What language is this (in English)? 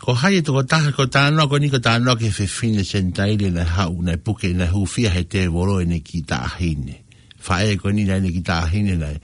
Tongan